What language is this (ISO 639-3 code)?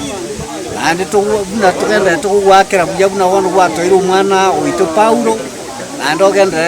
guz